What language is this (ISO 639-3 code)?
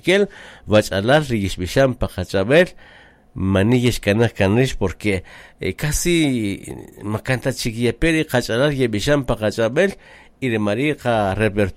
cak